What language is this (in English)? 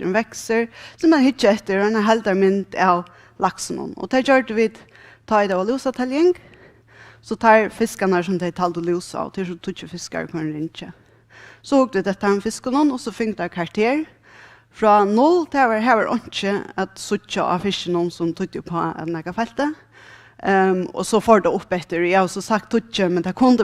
Faroese